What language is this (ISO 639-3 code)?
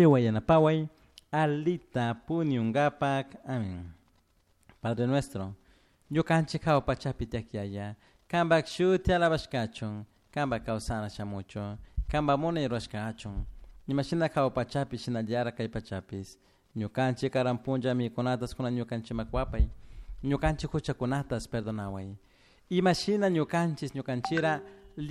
qug